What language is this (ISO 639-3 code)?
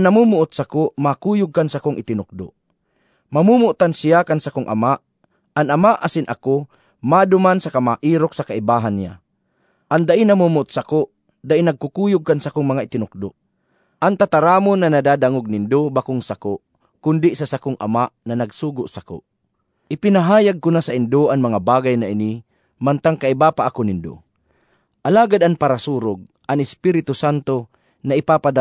bik